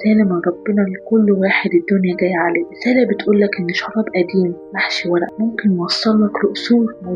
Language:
Egyptian Arabic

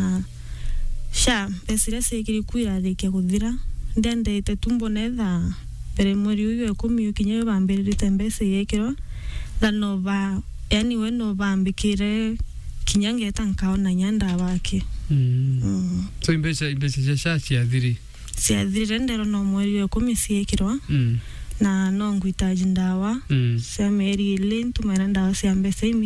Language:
Meru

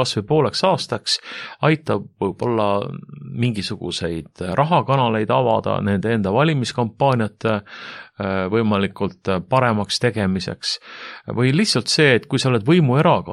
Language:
Estonian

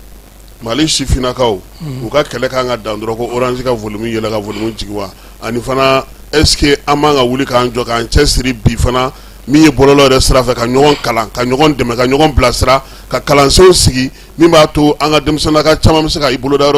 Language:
Bambara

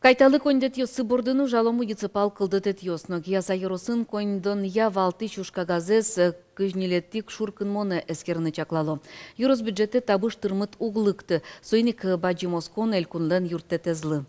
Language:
Udmurt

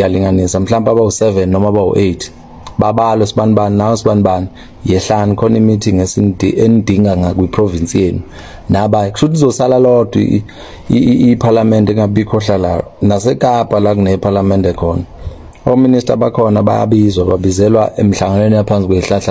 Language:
Zulu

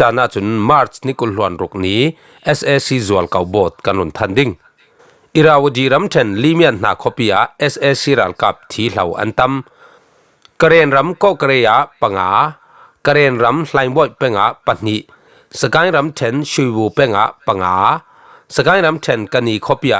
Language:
Falam Chin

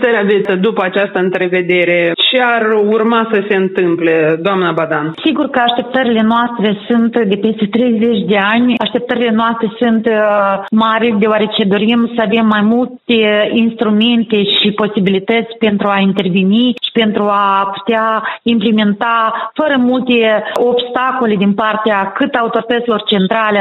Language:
Romanian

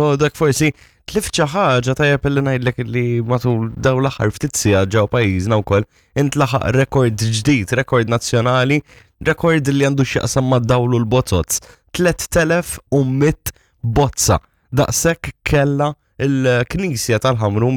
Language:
Maltese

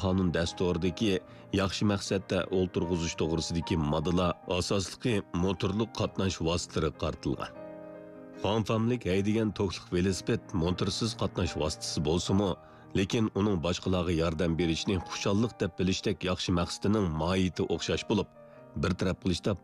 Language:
Uyghur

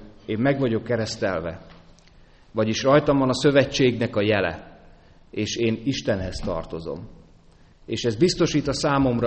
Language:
Hungarian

